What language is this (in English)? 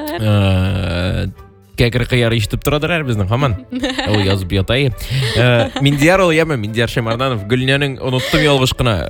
Tatar